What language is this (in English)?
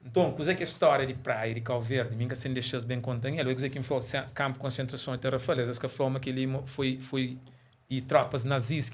Kabuverdianu